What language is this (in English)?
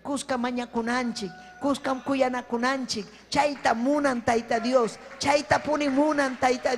Ayacucho Quechua